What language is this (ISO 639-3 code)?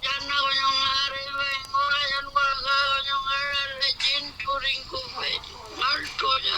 pjt